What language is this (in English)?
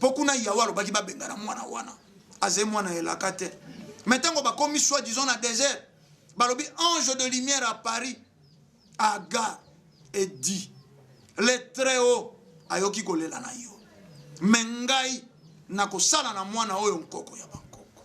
Lingala